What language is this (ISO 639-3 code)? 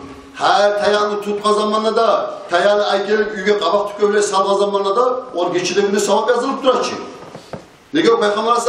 kum